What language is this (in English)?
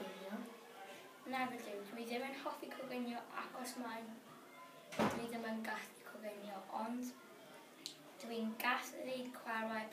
Welsh